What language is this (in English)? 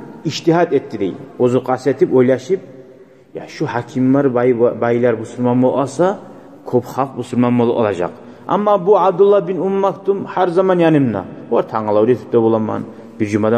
Kumyk